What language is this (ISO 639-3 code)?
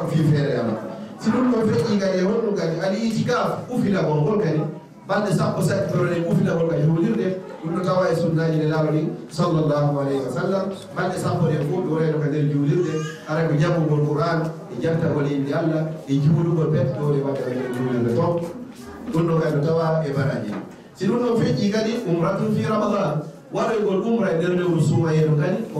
ful